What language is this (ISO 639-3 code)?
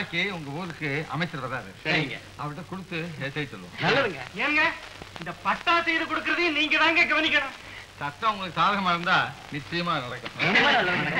tam